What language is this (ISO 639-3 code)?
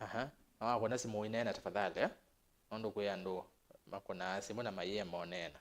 kam